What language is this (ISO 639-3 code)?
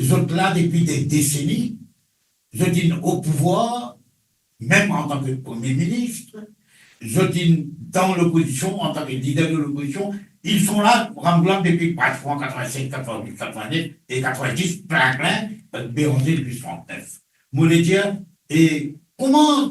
mfe